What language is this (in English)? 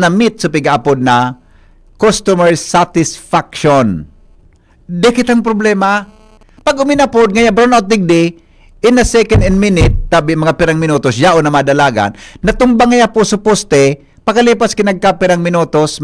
Bikol